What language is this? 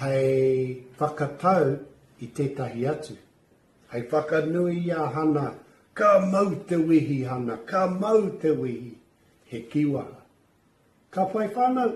Māori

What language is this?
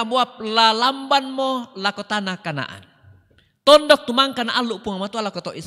Toraja-Sa'dan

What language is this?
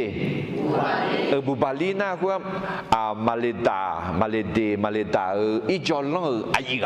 Akha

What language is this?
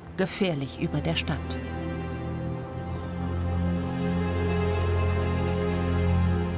German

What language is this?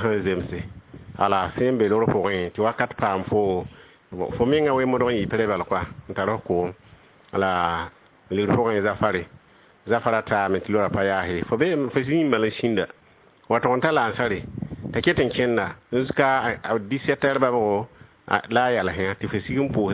Mossi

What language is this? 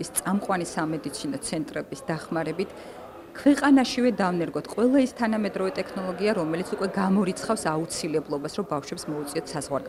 Georgian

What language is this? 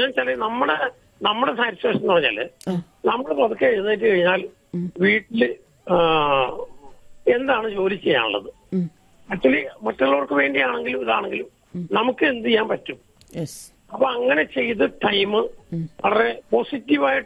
Malayalam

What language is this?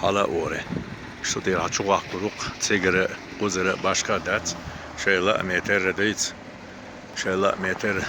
Chechen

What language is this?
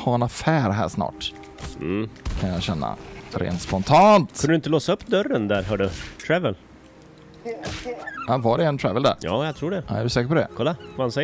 Swedish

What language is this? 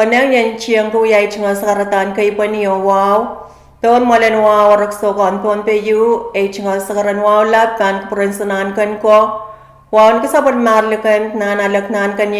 Pohnpeian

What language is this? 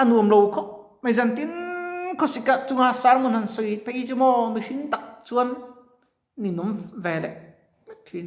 Mizo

